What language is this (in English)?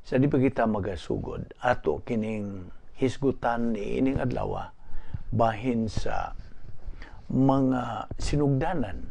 Cebuano